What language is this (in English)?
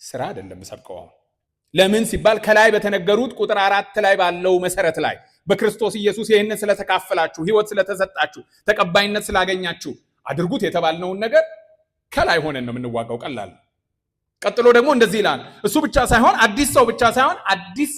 Amharic